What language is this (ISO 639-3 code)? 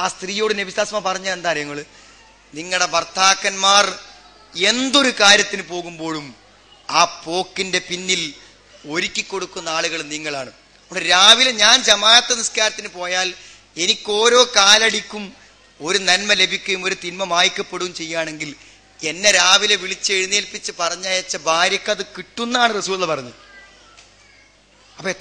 mal